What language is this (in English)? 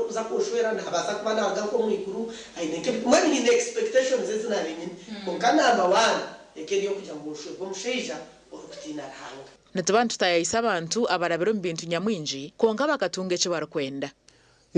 Nyankole